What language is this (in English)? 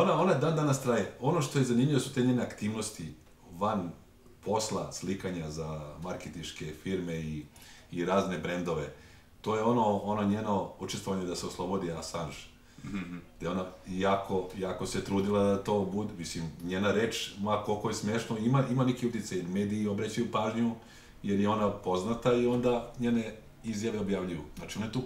Serbian